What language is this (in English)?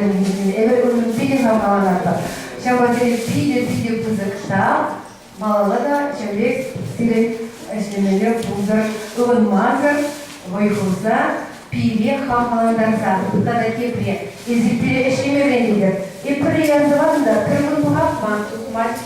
Chuvash